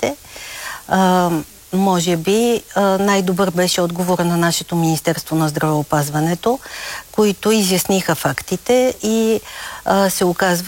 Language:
Bulgarian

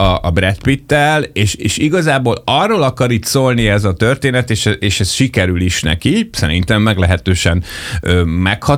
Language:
Hungarian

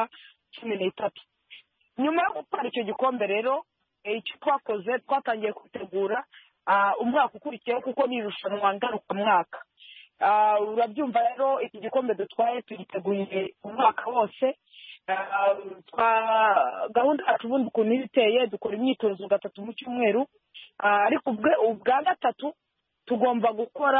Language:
Kinyarwanda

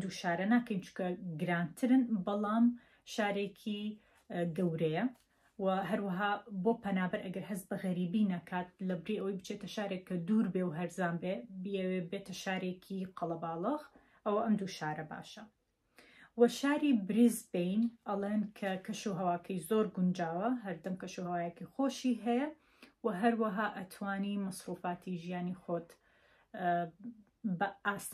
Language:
Central Kurdish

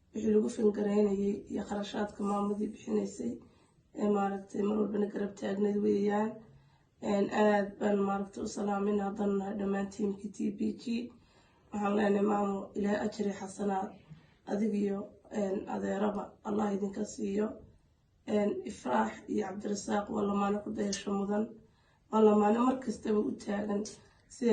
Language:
Somali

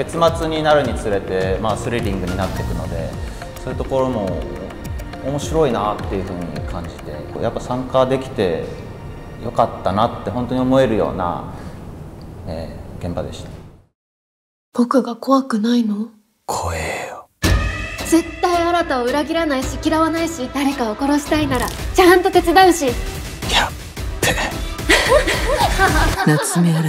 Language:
Japanese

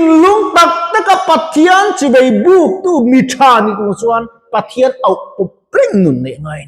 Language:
Mizo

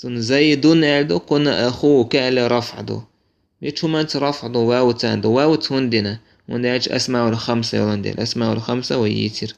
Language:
Chechen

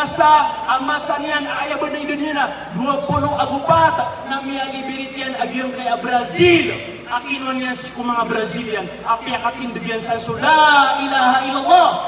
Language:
Maranao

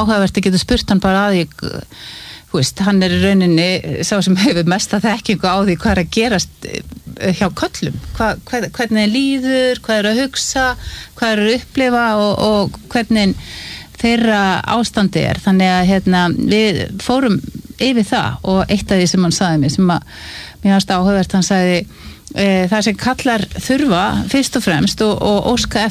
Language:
Icelandic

